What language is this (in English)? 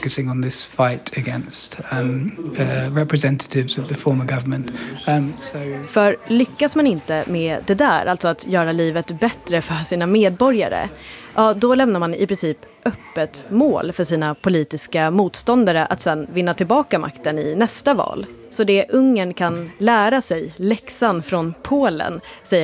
Swedish